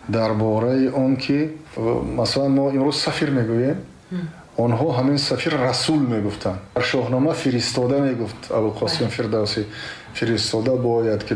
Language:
Tajik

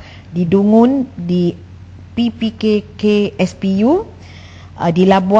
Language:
Malay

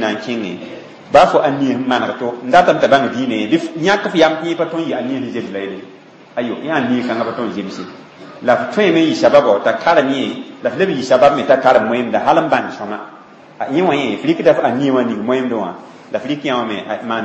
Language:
Mossi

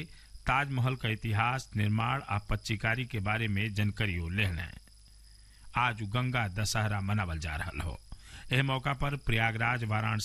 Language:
Bhojpuri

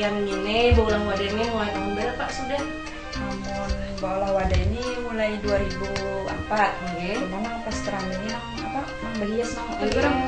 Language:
Banjar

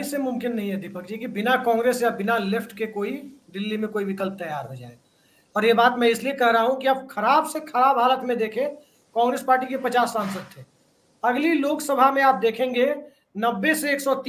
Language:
Hindi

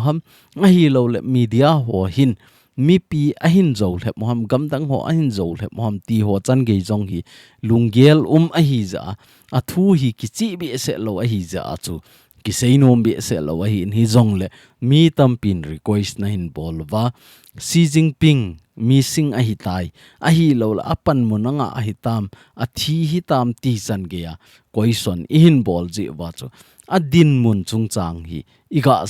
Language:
Thado Chin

